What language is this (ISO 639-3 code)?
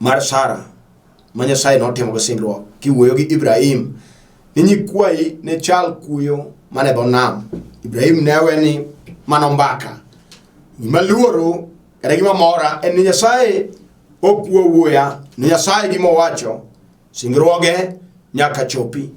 luo